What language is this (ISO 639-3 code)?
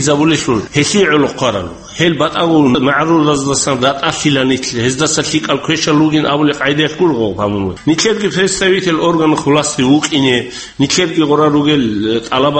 ava